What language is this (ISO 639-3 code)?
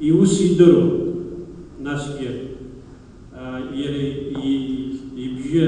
abk